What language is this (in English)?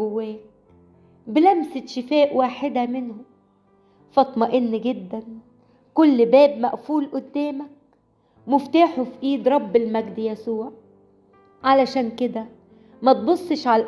Egyptian Arabic